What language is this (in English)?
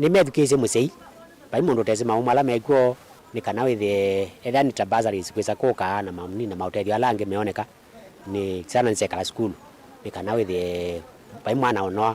Kamba